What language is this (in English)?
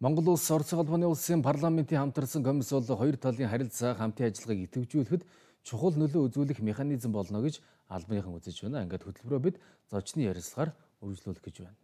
Mongolian